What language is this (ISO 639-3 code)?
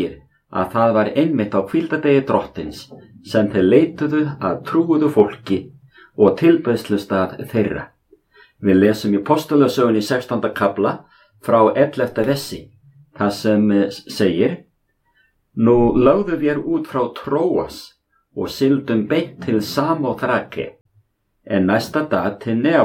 isl